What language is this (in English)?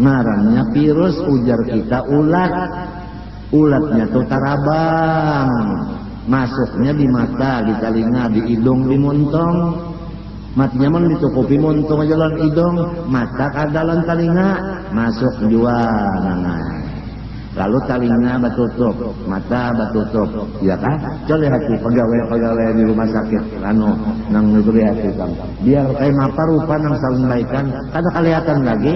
Banjar